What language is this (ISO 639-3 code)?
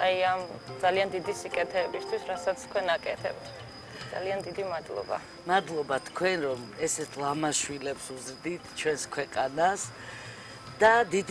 kat